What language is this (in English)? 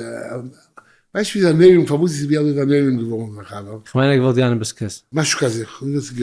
Yiddish